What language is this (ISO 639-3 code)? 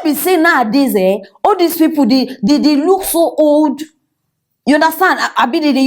pcm